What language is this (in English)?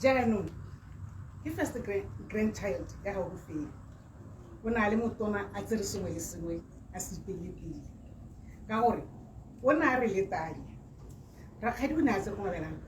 Tswana